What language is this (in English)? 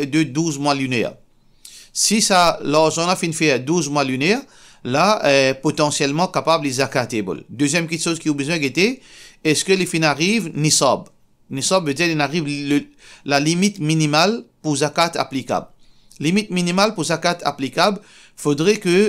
Morisyen